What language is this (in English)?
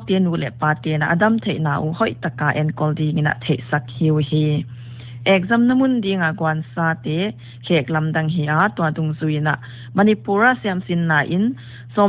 Paite Chin